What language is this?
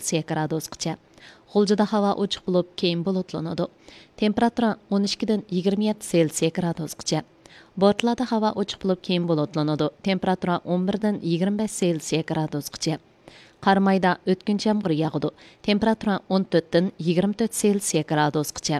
Uyghur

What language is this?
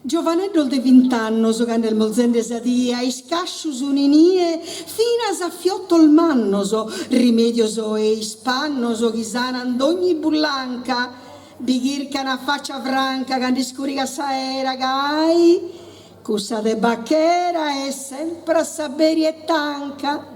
Sardinian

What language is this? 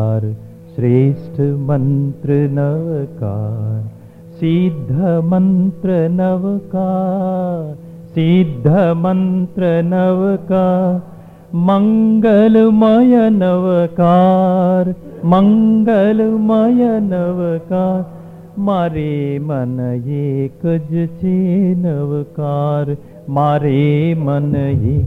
Gujarati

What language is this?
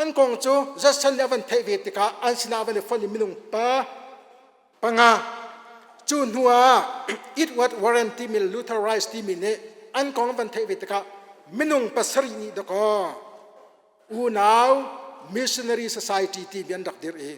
Hakha Chin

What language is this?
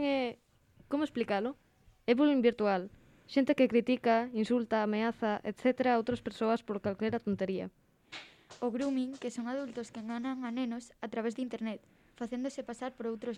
Galician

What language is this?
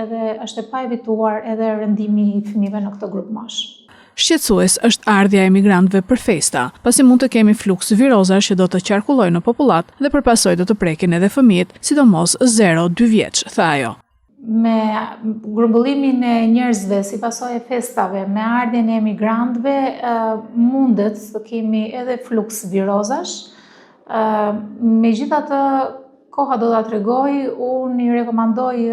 Albanian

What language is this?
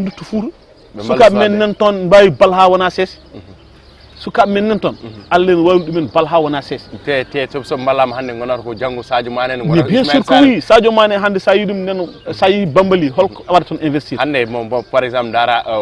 Fula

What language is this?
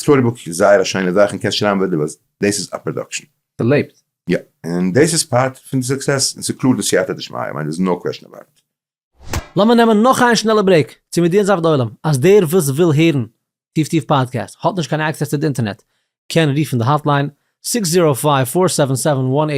Yiddish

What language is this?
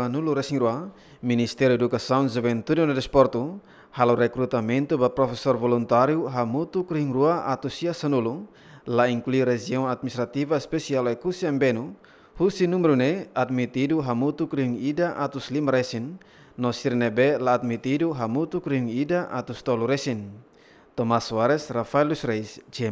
Tetum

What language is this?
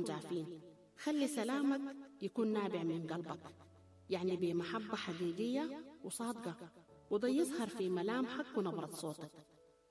Sudanese Arabic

